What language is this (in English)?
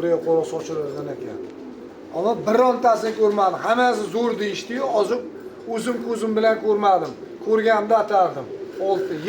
Uzbek